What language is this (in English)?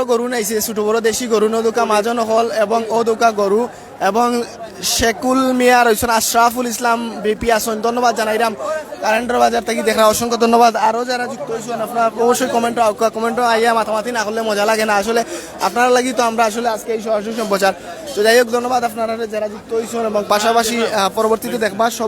Sylheti